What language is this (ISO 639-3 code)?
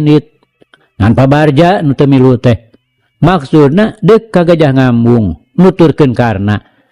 sun